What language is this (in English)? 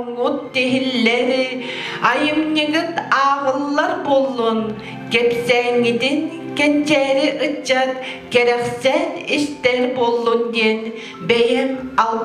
Yakut